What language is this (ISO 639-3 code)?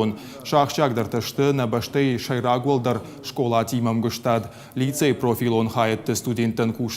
oss